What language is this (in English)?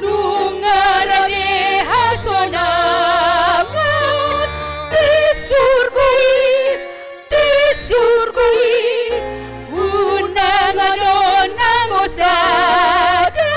Batak Toba